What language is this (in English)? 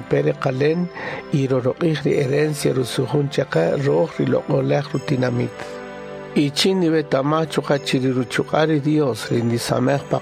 Kaqchikel